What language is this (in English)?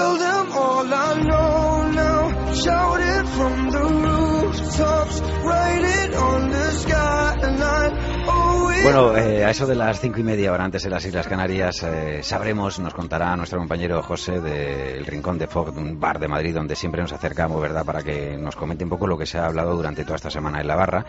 Spanish